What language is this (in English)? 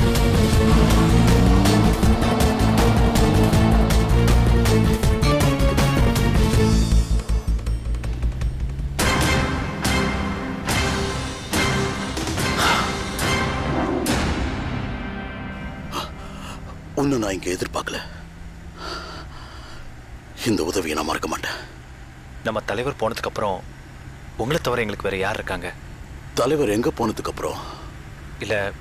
Tamil